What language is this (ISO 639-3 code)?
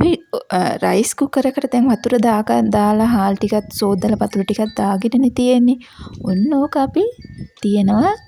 sin